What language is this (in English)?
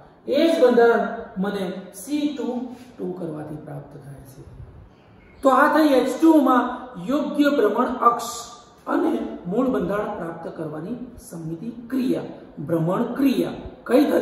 Gujarati